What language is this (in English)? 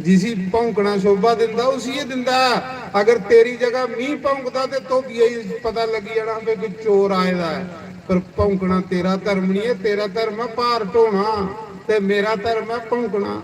Dogri